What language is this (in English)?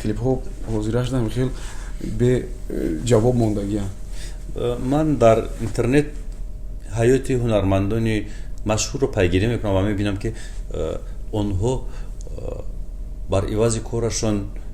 Tajik